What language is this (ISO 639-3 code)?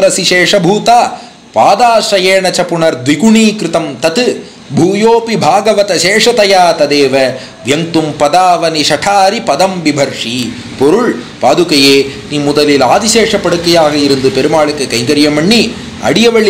tam